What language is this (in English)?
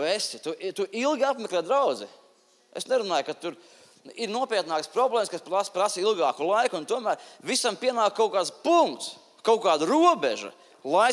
Latvian